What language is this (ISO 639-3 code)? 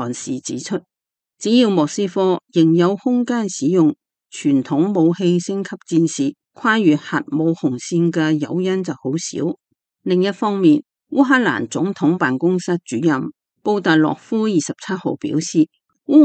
yue